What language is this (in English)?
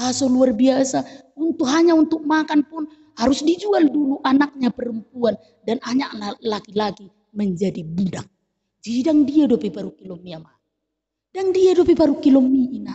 Batak Toba